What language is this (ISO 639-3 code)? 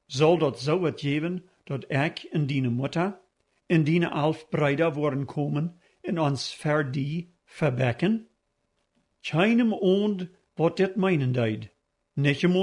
pdt